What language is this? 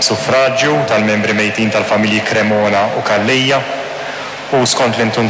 Maltese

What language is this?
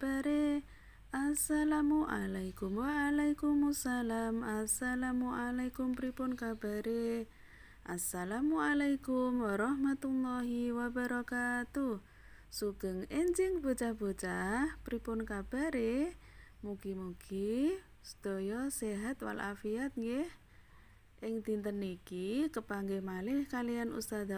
Javanese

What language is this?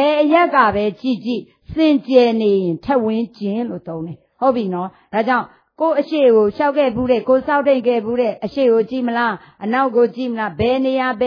Burmese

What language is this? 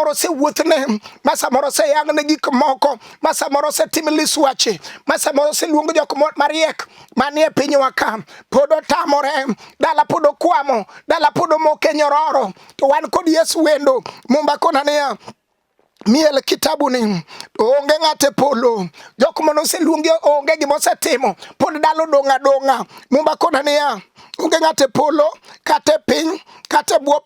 Luo (Kenya and Tanzania)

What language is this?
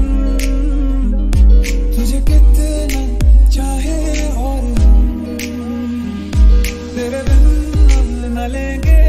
Hindi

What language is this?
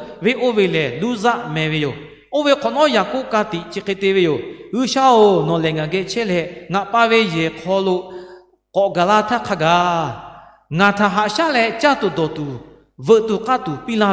Lahu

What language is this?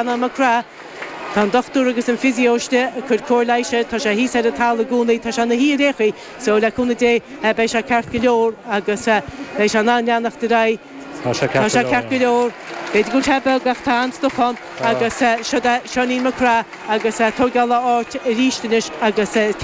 Irish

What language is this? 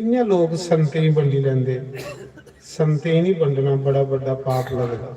Dogri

